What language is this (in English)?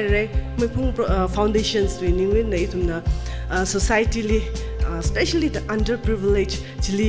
Tangkhul Naga (India)